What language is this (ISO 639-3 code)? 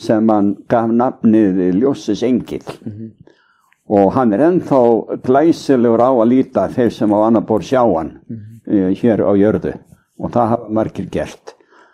isl